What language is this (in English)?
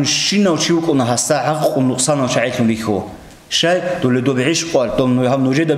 Avaric